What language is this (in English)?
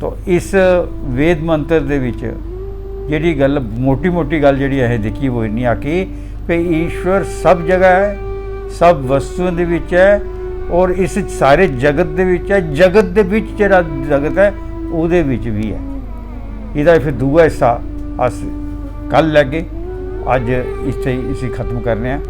Dogri